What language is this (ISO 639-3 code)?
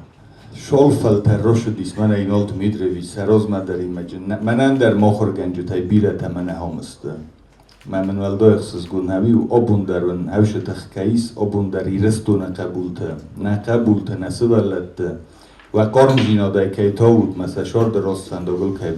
oss